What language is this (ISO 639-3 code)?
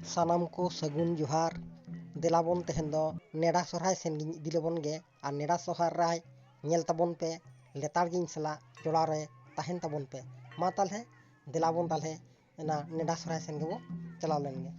sat